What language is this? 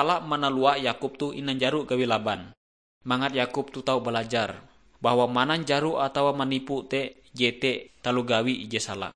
Ngaju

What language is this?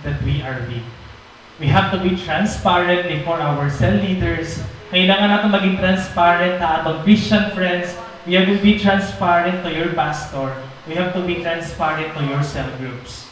Waray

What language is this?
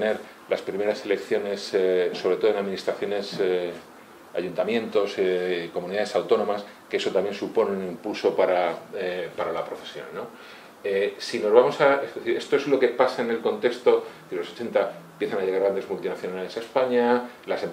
Spanish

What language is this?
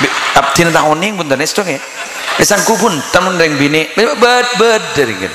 Madurese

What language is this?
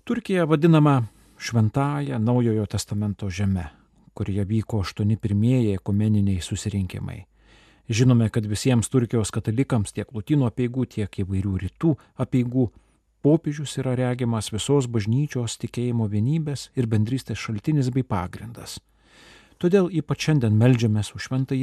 Lithuanian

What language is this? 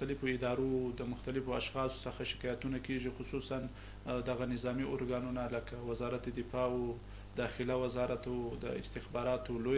Pashto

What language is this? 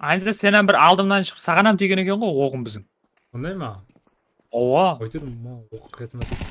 Kara-Kalpak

